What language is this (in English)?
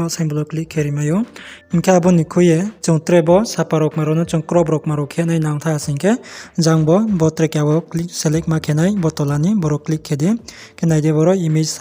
Riang (India)